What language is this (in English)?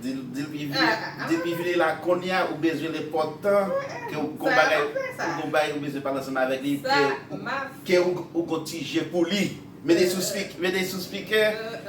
Haitian Creole